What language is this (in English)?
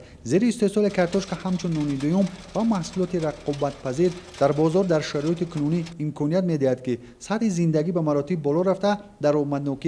Tajik